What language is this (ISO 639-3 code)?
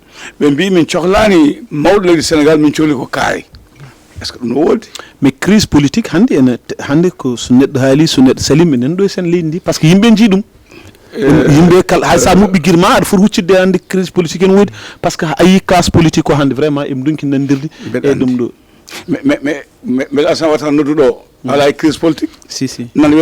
ful